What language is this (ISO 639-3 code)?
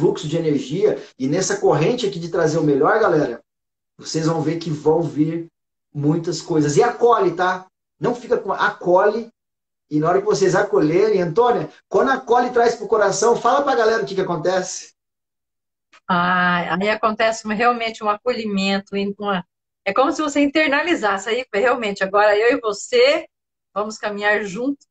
por